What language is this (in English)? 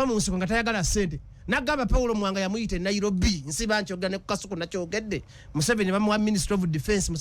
Ganda